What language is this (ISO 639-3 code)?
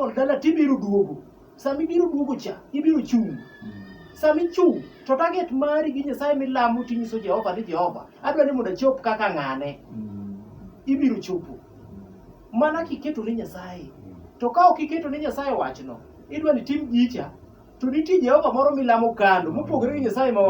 luo